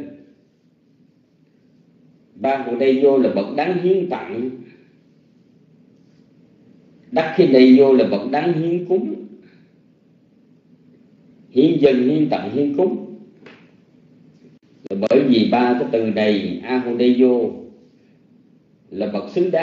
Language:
Vietnamese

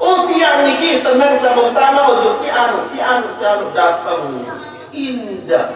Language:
Sasak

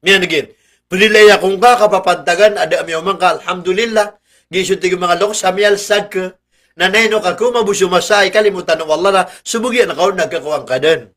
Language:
Maranao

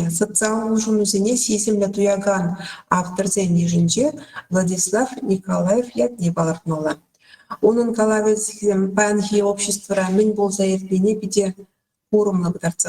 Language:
Chuvash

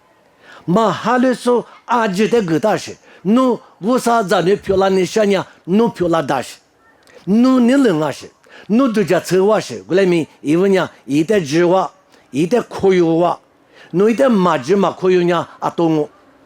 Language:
Lisu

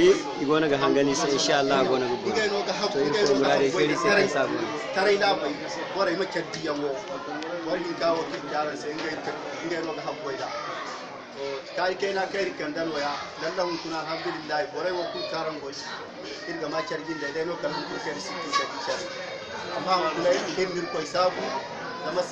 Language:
Zarma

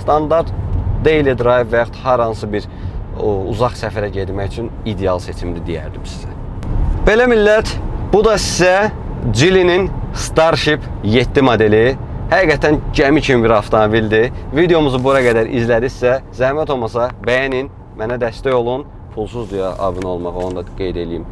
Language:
Azerbaijani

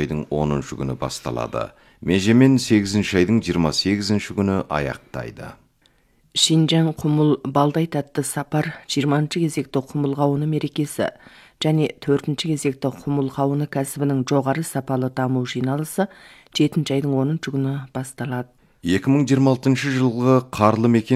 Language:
Kazakh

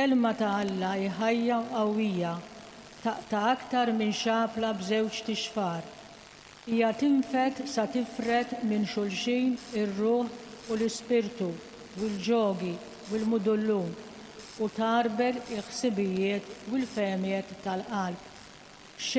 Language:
Maltese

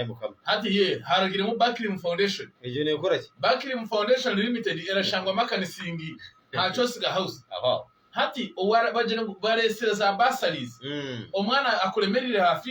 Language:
Nyankole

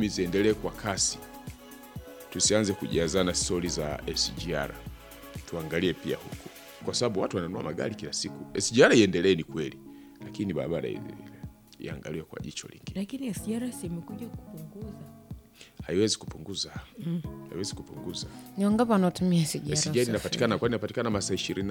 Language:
Swahili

